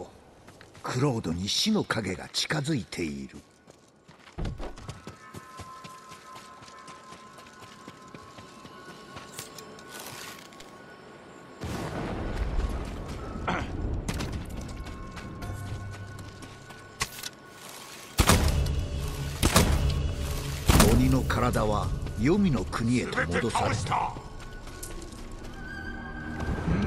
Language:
Japanese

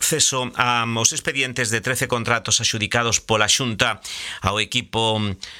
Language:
Galician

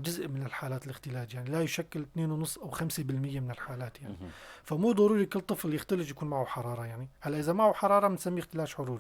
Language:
North Levantine Arabic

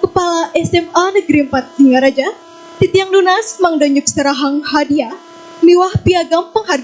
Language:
Balinese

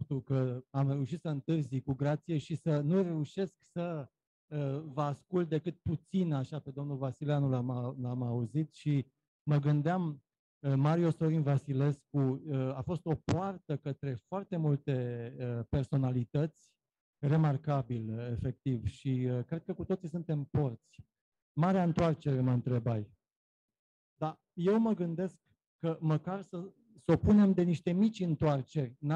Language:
Romanian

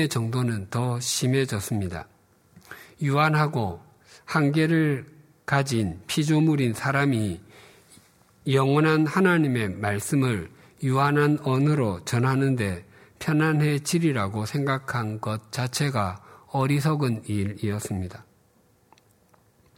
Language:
Korean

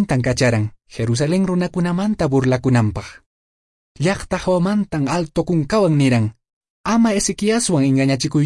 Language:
Quechua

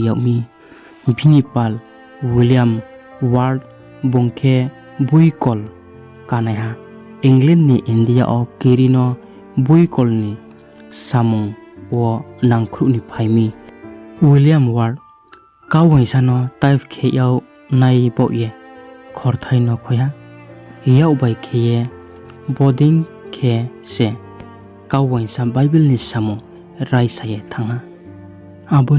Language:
Riang (India)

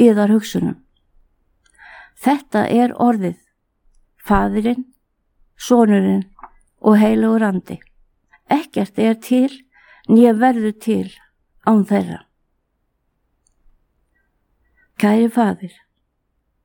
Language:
Icelandic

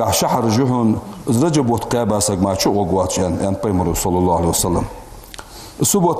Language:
Ingush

